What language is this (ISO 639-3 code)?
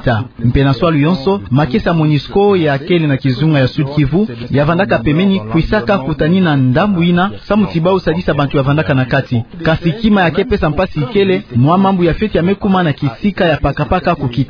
ktu